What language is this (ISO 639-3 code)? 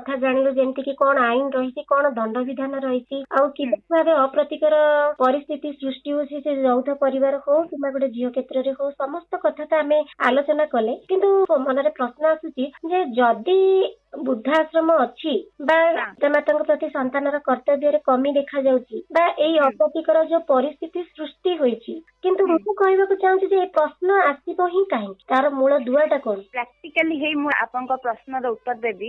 ori